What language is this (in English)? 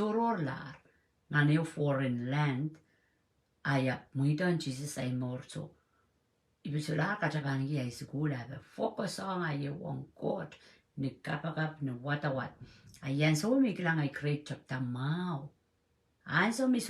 Pohnpeian